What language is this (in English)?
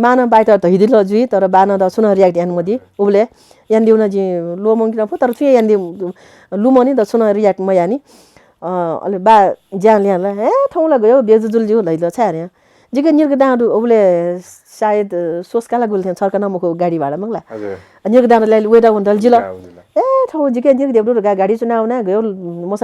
Newari